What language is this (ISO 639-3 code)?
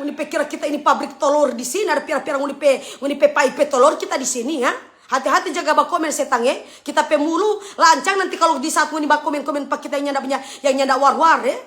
xmm